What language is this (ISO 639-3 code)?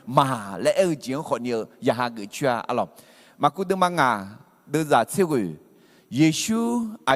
ahk